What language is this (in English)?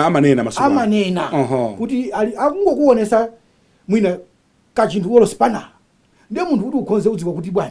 Nyanja